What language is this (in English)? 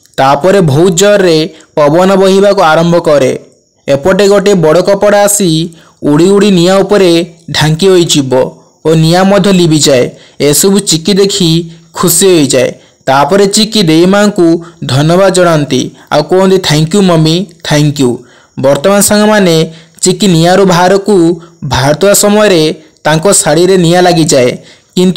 Odia